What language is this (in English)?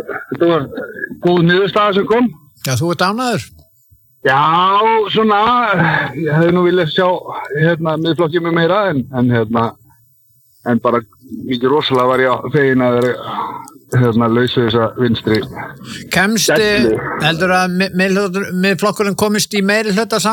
Icelandic